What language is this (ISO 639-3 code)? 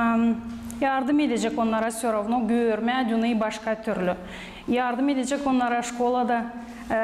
gag